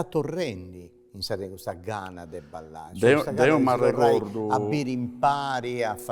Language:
Sardinian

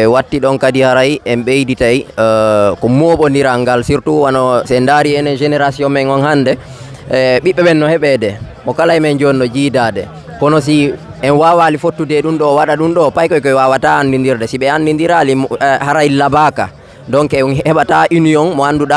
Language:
Fula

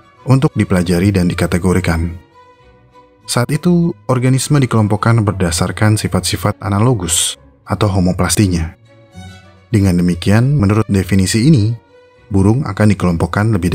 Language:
Indonesian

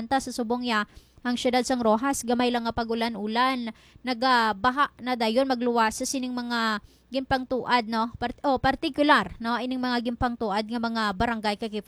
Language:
Hiligaynon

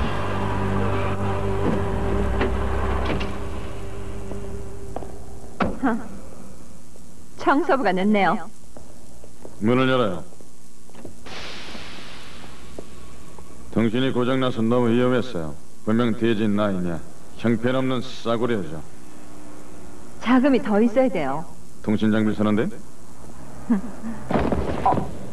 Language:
Korean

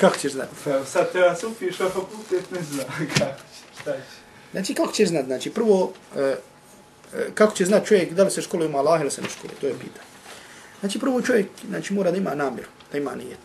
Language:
Bosnian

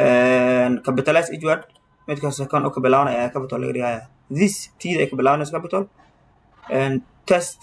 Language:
Somali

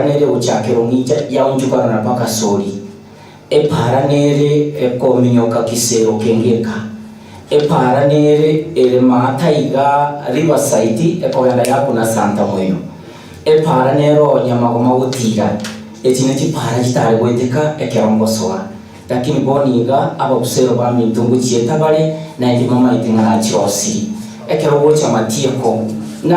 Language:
Gusii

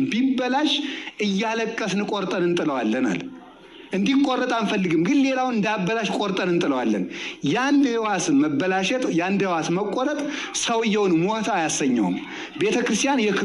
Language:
Amharic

